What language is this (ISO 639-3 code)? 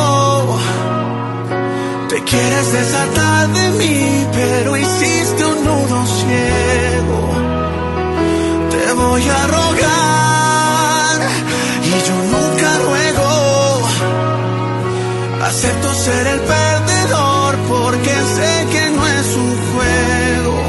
spa